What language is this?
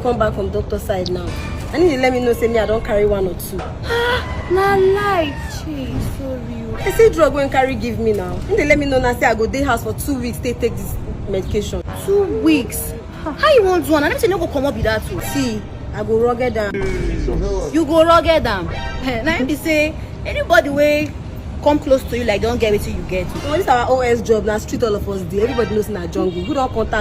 Nigerian Pidgin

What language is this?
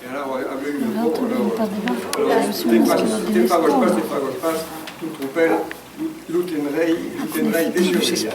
Occitan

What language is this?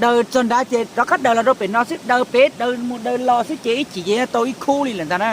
Hmong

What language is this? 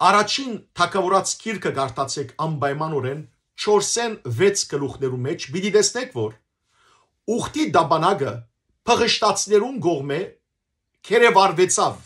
Western Armenian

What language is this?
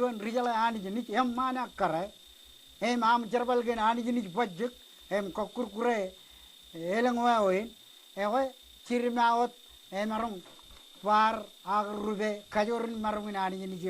Marshallese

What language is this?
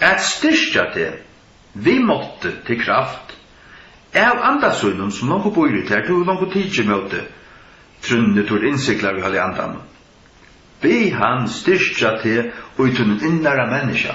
Faroese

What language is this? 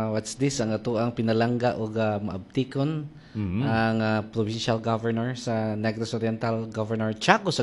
Cebuano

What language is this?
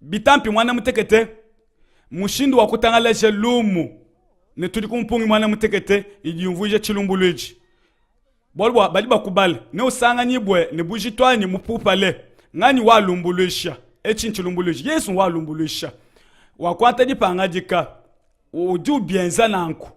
Luba-Lulua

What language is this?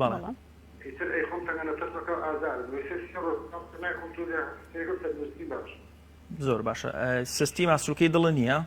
Central Kurdish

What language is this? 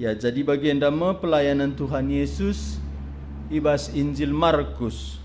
Batak Karo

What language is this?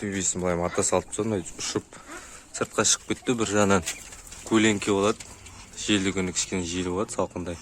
Kazakh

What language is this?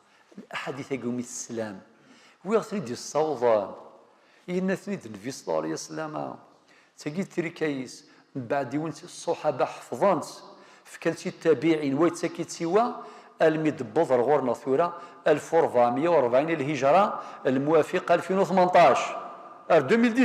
Kabyle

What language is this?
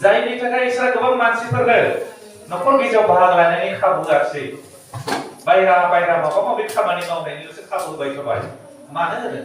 Bodo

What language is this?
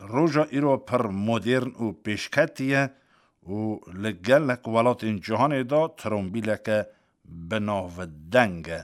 Kurdish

